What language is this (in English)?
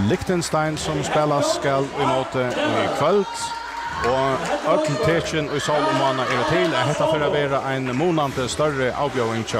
Faroese